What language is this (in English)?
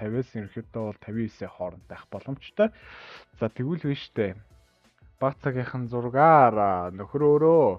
Mongolian